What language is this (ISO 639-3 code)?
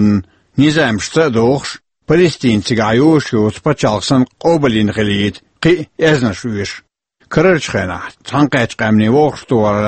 che